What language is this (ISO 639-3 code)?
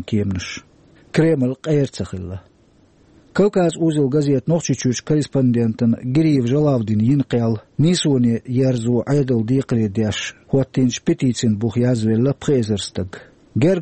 che